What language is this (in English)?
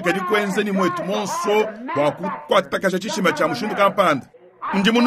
Luba-Lulua